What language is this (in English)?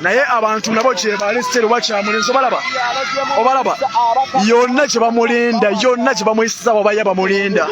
Ganda